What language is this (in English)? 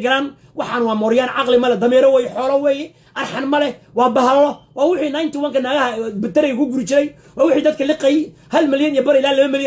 Somali